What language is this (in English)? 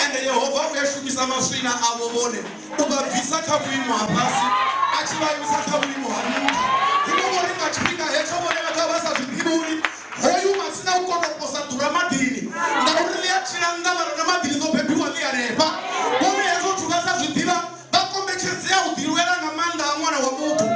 Venda